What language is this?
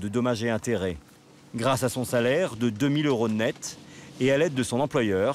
French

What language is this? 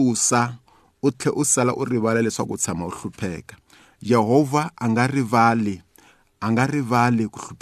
Tsonga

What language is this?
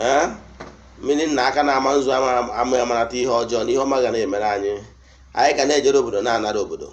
Igbo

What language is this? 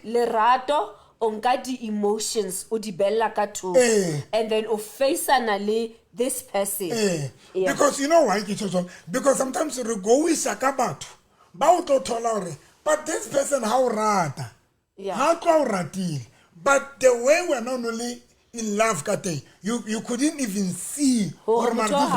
Southern Sotho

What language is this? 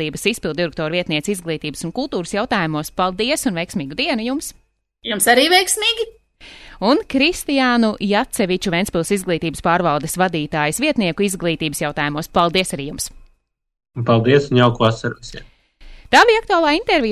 Latvian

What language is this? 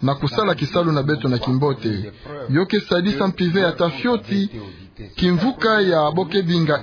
Kituba (Democratic Republic of Congo)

